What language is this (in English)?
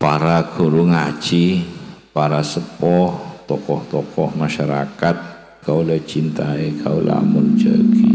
Madurese